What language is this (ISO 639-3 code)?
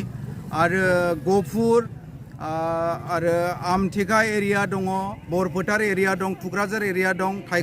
brx